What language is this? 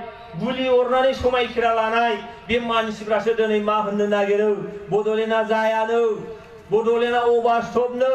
Bodo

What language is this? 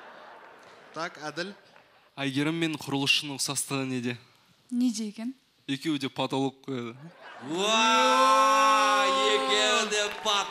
Kazakh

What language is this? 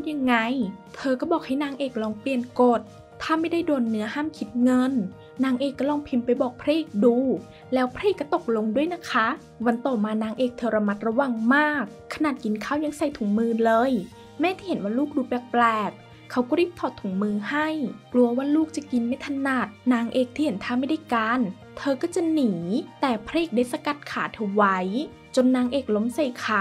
Thai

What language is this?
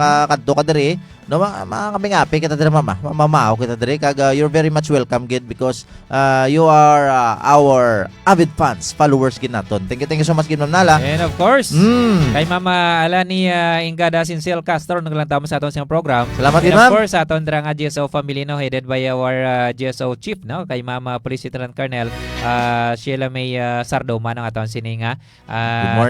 Hiligaynon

